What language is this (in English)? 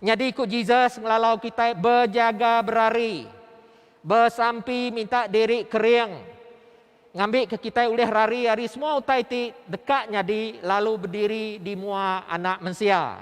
Iban